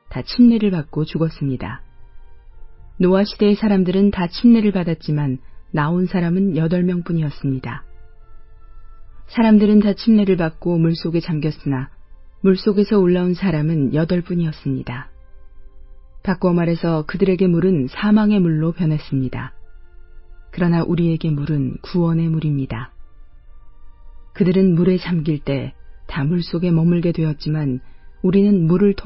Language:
Korean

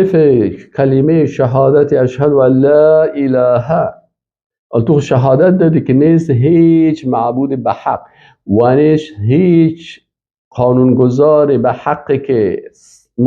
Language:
Persian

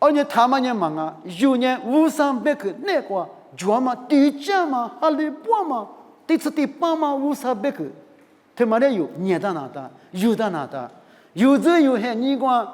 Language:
Lisu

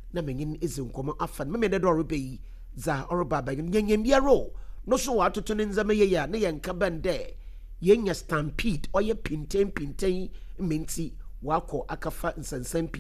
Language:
Akan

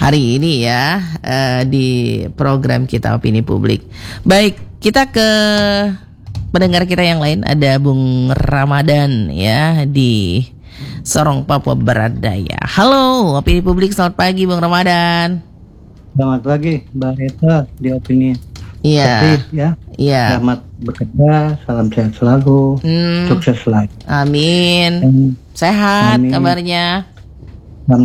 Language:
Indonesian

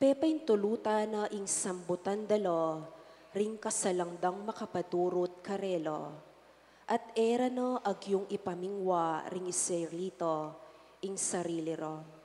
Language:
Pampanga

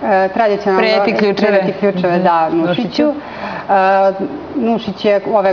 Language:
Serbian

